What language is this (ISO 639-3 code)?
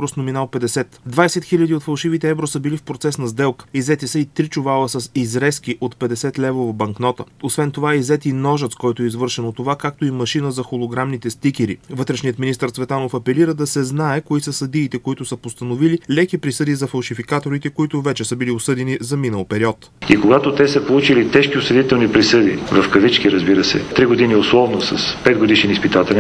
bul